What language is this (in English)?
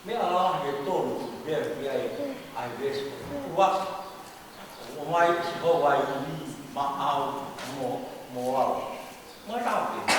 Tongan